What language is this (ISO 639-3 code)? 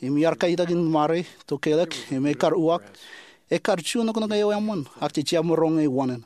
mah